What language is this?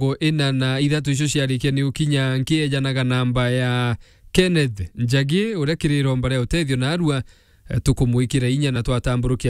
Meru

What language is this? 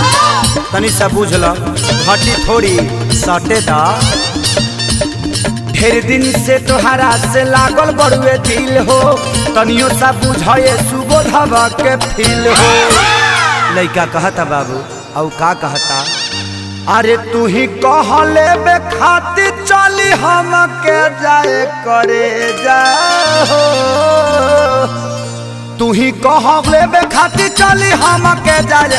Bhojpuri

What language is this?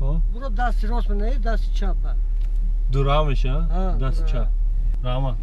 Persian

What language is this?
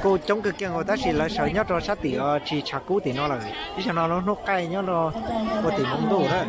Hmong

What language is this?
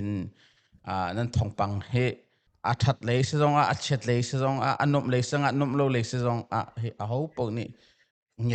Hakha Chin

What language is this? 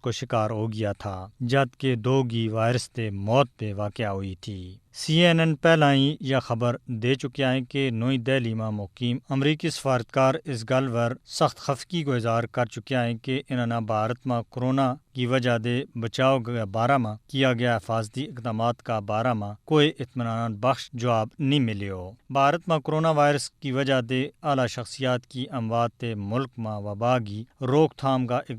Gujari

